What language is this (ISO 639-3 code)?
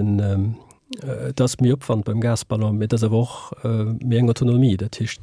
ltz